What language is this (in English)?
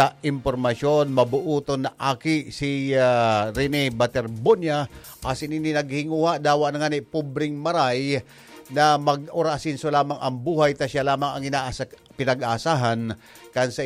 Bikol